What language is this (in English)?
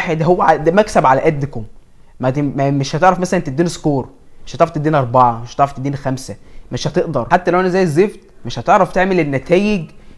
Egyptian Arabic